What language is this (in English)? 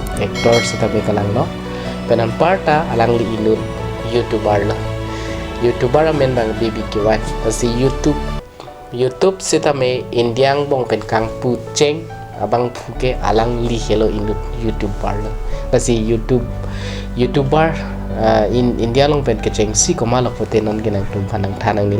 Karbi